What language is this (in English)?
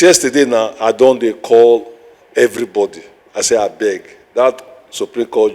Nigerian Pidgin